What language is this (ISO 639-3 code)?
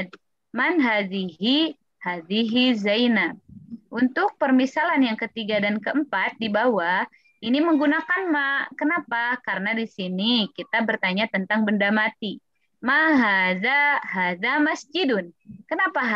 ind